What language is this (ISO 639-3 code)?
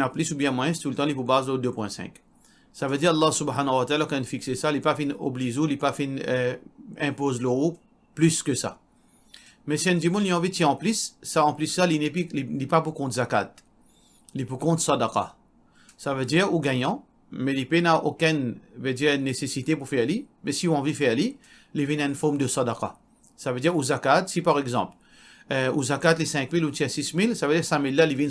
mfe